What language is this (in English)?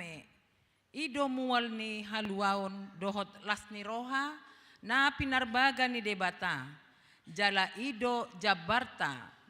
Batak Toba